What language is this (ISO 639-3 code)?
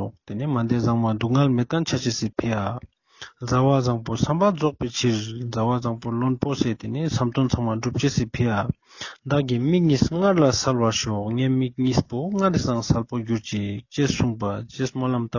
lbj